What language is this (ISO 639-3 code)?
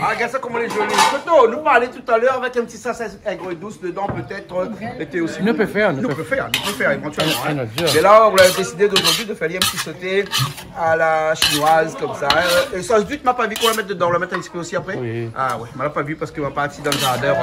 rcf